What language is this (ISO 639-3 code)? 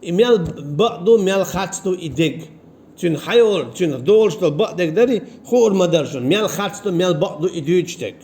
che